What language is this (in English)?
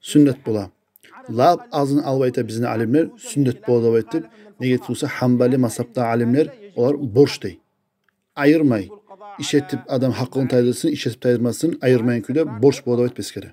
Kumyk